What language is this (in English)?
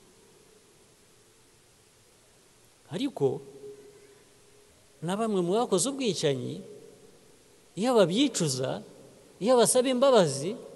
Kinyarwanda